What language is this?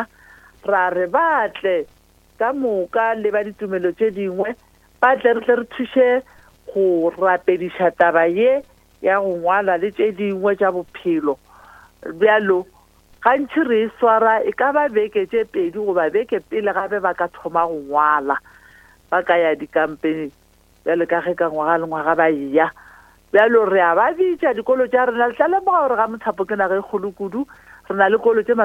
Northern Sotho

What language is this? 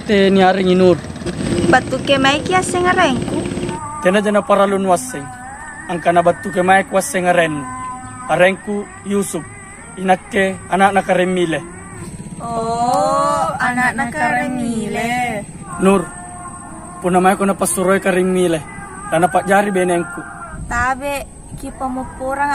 Makasar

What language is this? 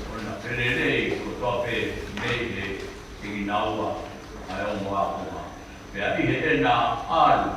Tongan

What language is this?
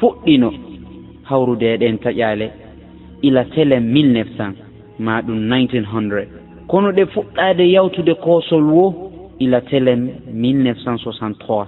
Fula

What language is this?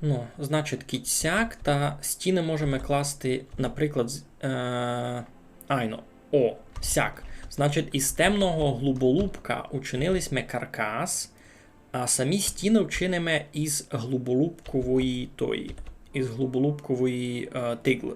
Rusyn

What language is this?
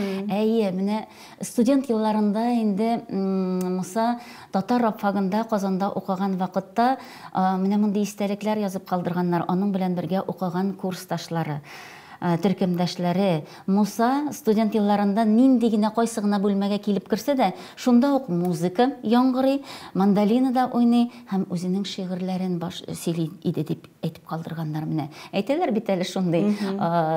Tatar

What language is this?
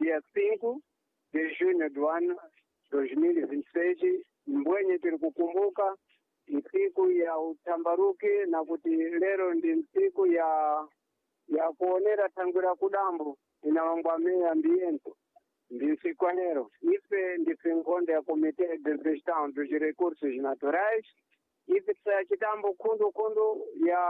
Sena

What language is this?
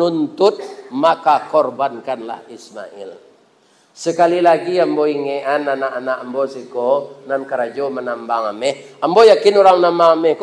Minangkabau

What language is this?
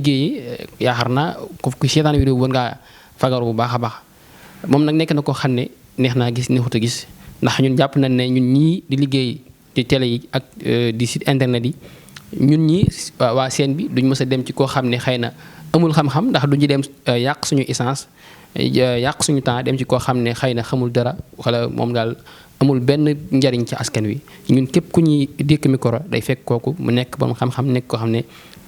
Wolof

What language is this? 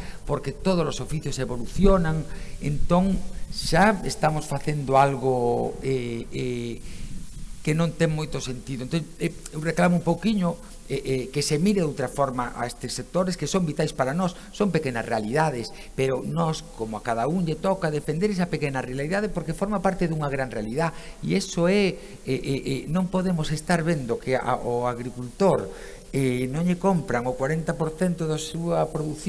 Galician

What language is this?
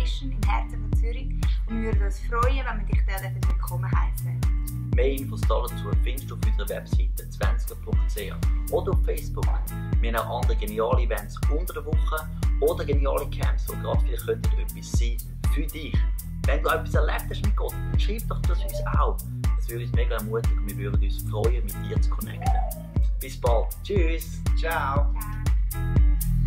Swiss German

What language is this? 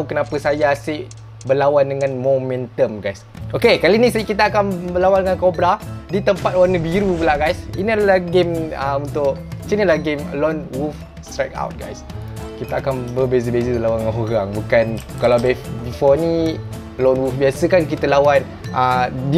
Malay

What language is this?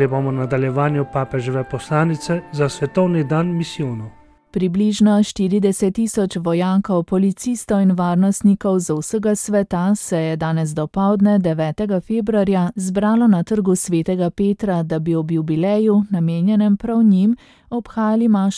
Slovenian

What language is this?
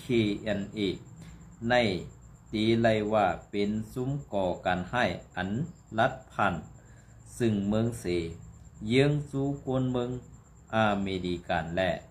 Shan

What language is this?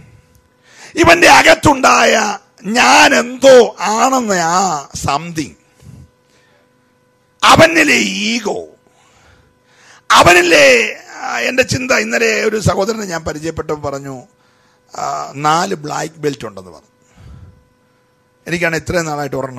Malayalam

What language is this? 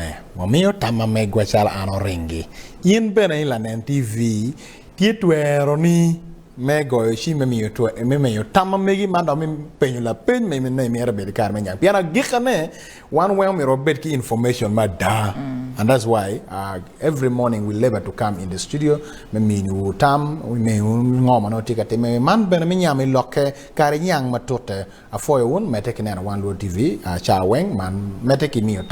Acoli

